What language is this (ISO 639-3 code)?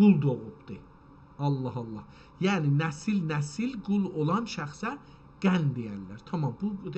azb